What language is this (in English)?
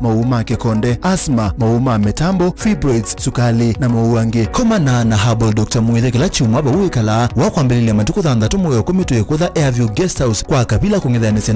Kamba